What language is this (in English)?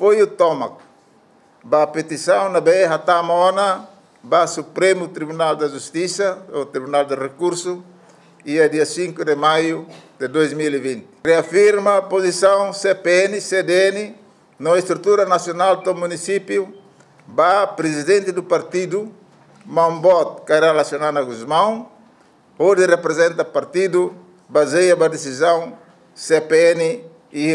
Tetum